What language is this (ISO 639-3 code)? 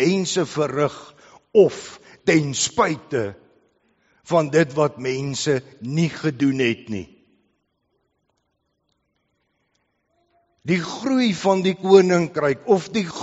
afr